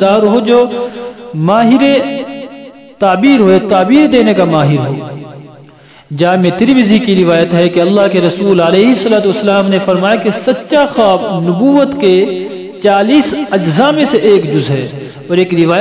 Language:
Urdu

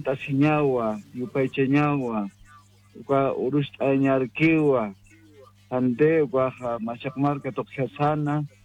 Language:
Aymara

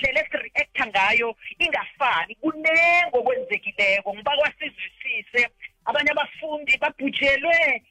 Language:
South Ndebele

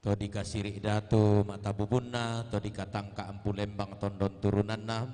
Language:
Toraja-Sa'dan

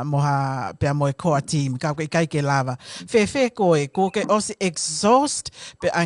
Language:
Tongan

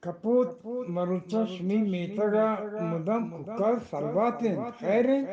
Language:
Eastern Balochi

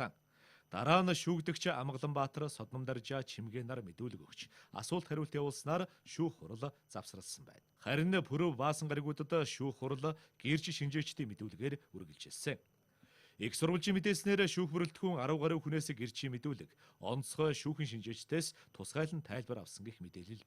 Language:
Mongolian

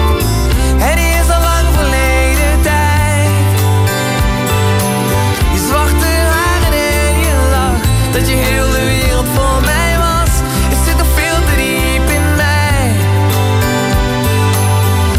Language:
Dutch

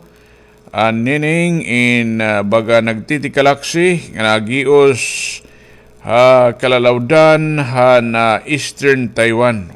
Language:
Waray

